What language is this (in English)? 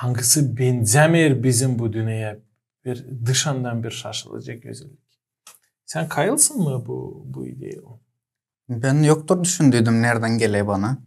Gagauz